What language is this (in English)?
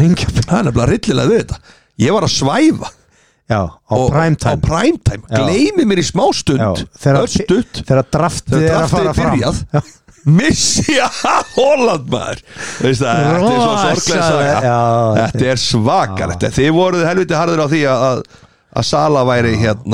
Icelandic